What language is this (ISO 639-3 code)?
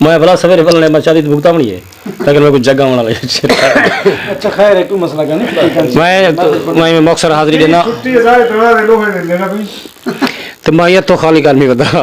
skr